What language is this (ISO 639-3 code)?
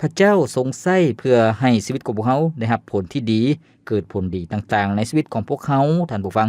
lao